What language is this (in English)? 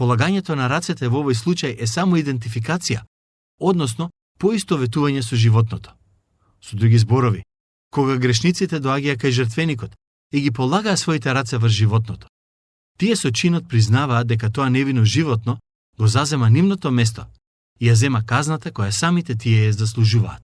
Macedonian